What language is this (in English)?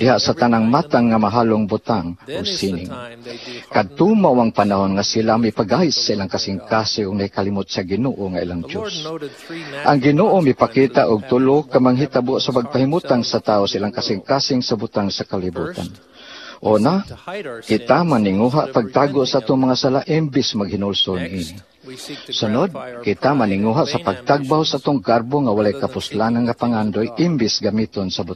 Cebuano